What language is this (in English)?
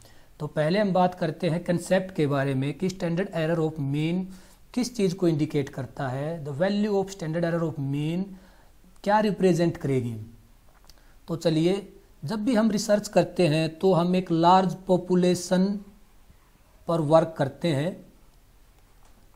Hindi